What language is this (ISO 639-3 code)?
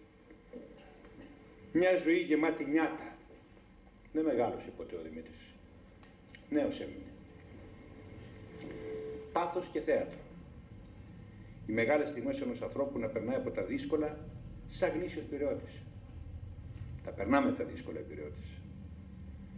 ell